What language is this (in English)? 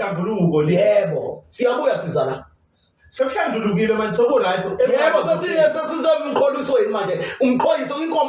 Zulu